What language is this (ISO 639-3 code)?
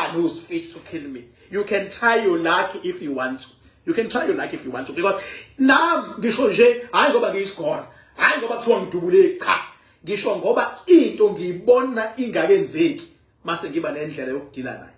zul